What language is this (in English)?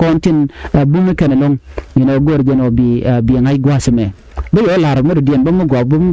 Nuer